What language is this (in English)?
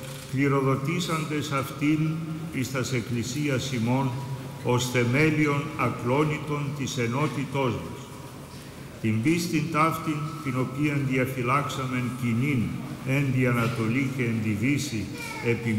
Greek